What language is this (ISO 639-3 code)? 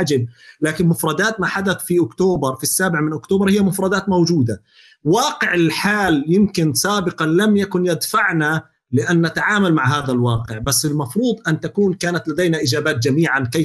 apc